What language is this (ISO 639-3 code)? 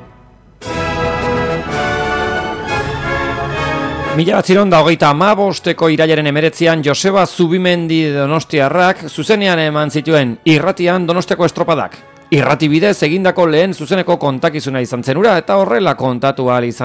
eus